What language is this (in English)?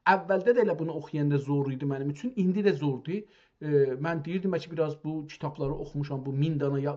South Azerbaijani